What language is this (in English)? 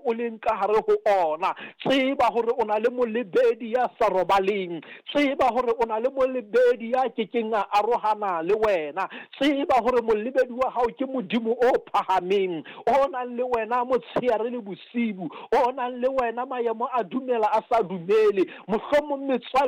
Southern Sotho